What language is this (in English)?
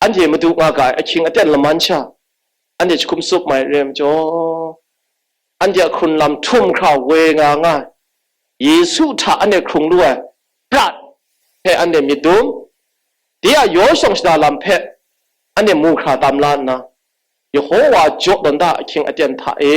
Kachin